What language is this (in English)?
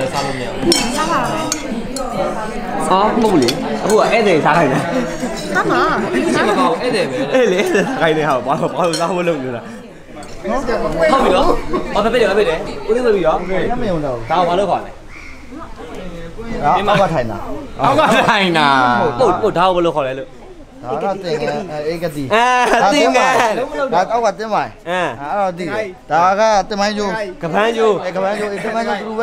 Burmese